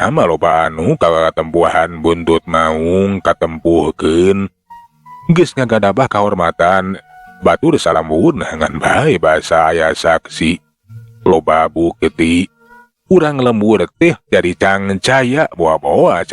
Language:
Sundanese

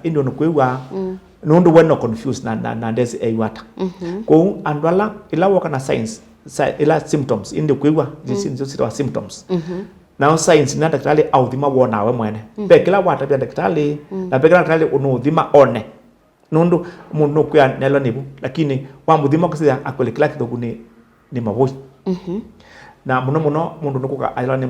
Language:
Kamba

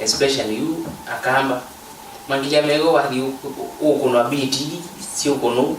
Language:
Kamba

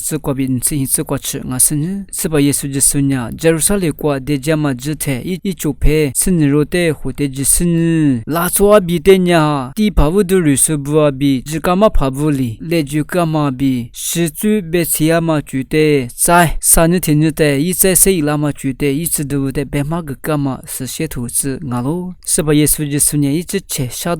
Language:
Lisu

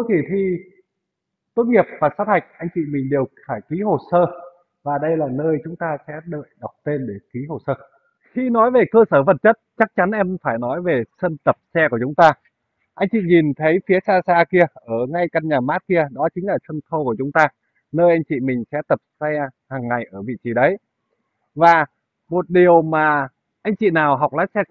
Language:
Vietnamese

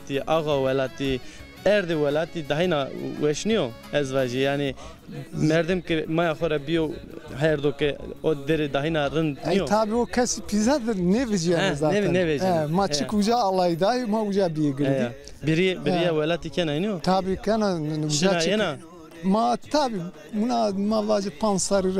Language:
Zaza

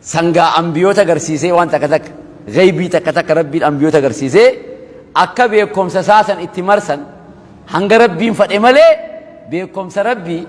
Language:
Oromo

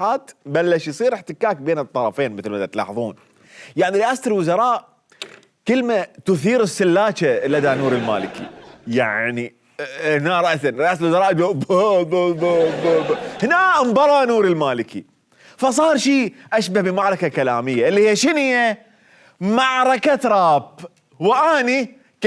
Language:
Mesopotamian Arabic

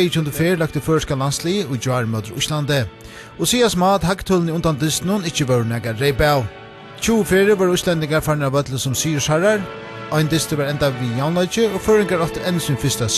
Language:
Faroese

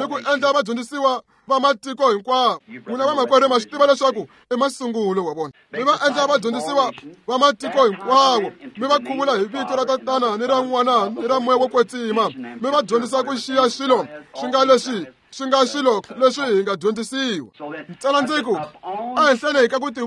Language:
Tsonga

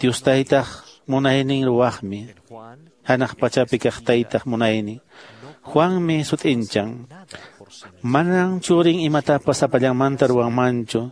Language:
Quechua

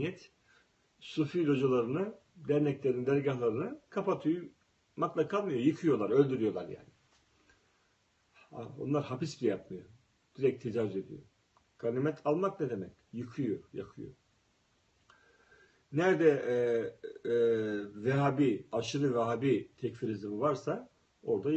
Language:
Turkish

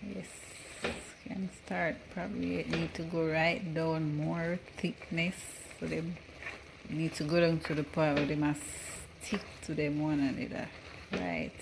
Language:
Jamaican Creole English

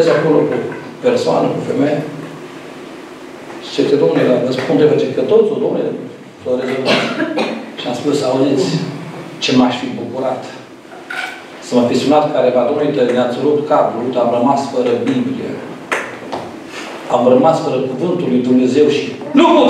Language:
Romanian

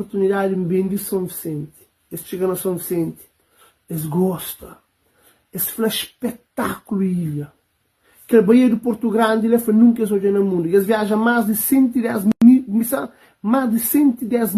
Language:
Kabuverdianu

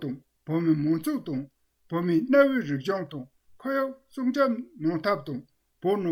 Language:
Tibetan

